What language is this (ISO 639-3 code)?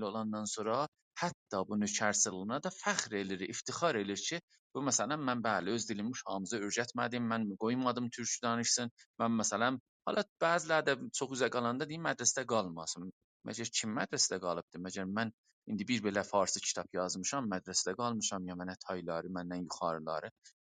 azb